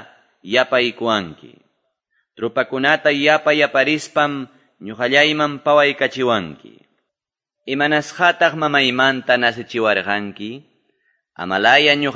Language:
Quechua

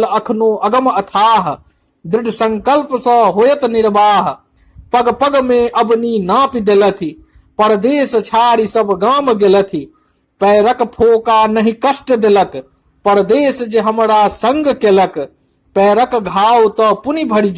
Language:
Maithili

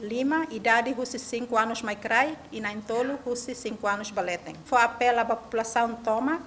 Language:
Tetum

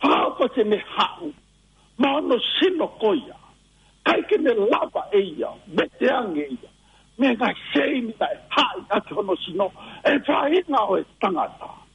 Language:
Tongan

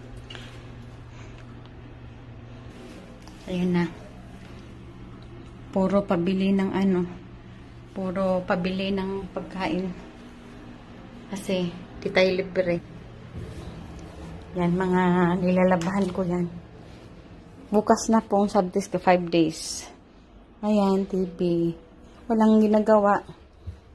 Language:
Filipino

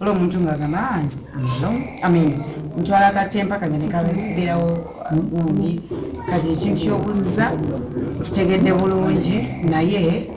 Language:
Ganda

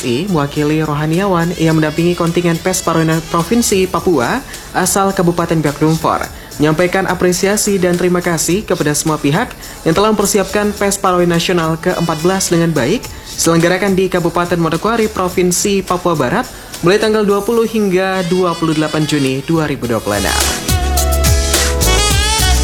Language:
Indonesian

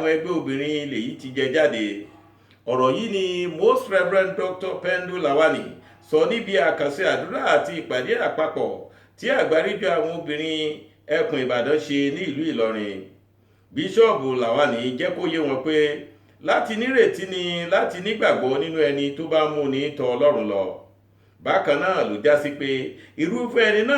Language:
Yoruba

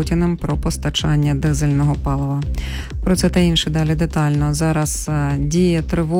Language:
Ukrainian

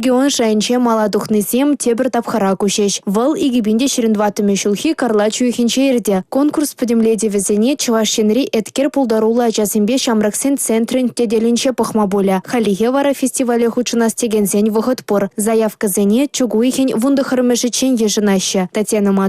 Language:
Chuvash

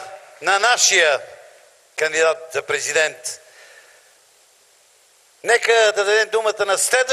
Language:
Bulgarian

